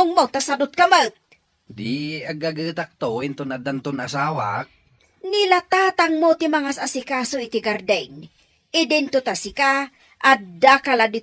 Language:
Iloko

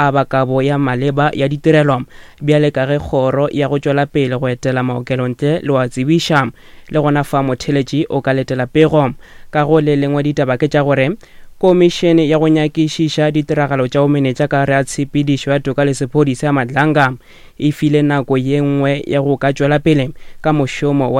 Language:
Northern Sotho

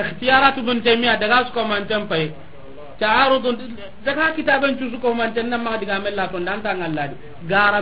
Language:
Soninke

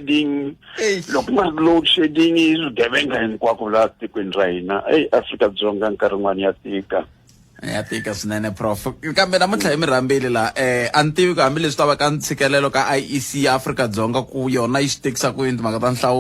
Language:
Tsonga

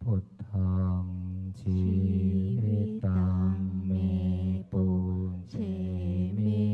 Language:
Pali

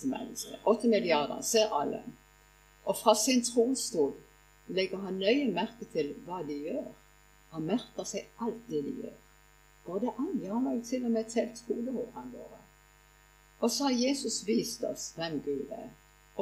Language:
Norwegian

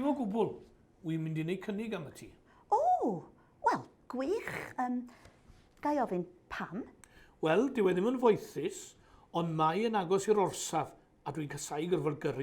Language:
Welsh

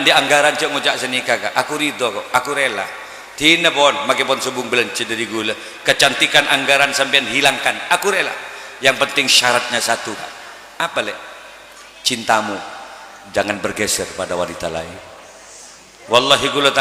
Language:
Madurese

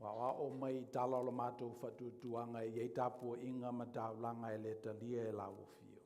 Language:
Samoan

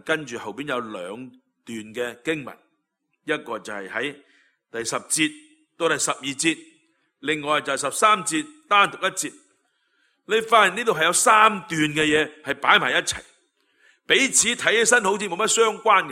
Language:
Cantonese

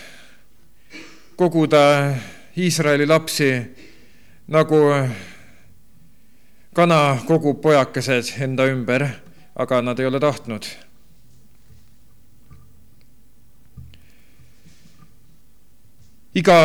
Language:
Estonian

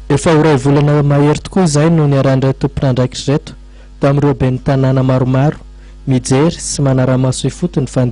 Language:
Malagasy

